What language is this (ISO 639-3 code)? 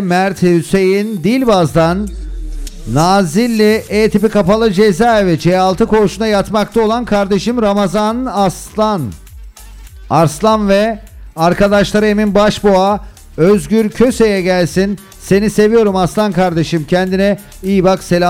tur